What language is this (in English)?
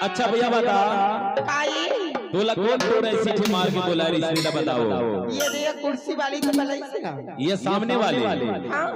Chhattisgarhi